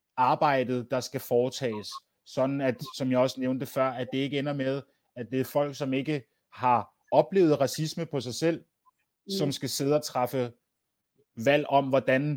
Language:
Danish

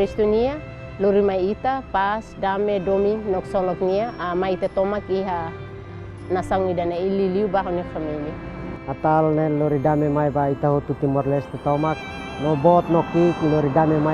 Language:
Tetum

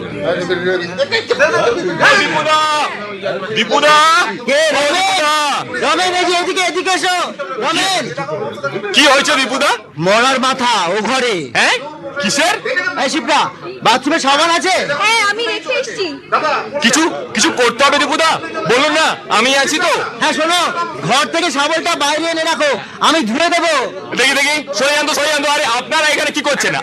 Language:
Bangla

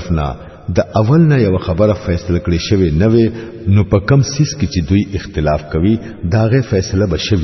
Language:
Pashto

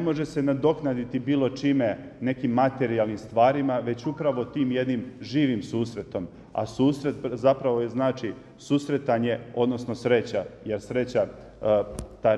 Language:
Serbian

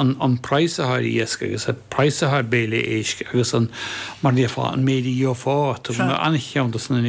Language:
Irish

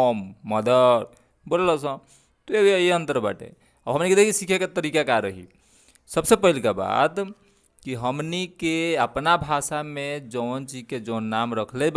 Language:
Bhojpuri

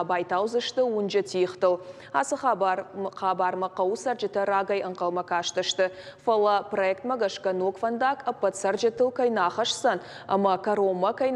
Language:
Ossetic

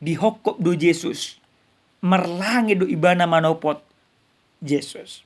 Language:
Batak Toba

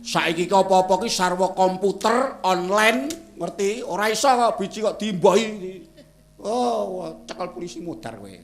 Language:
Javanese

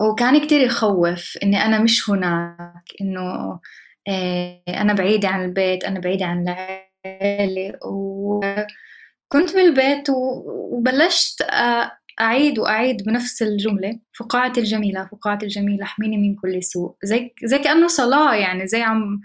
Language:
North Levantine Arabic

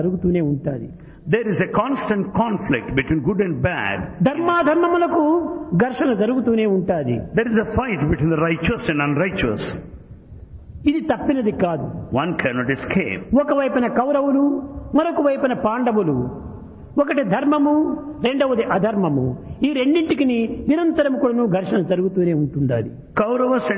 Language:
Telugu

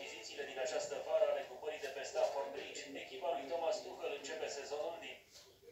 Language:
Romanian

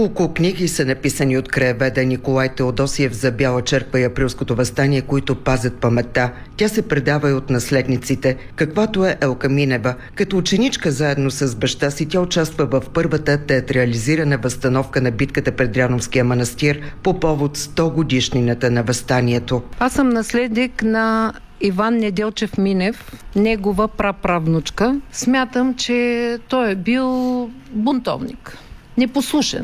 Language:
Bulgarian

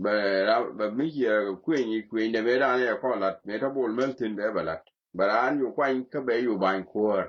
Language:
Nuer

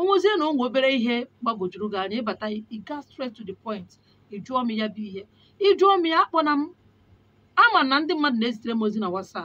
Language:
Igbo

